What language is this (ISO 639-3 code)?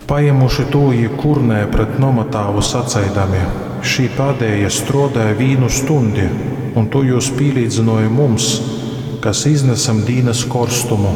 ltg